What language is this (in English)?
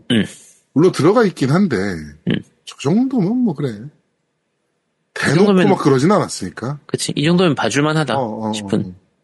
Korean